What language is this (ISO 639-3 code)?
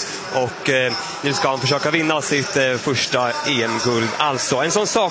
swe